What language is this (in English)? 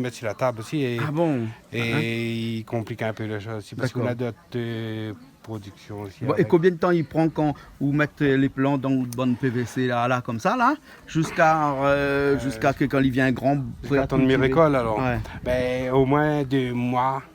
Réunion Creole French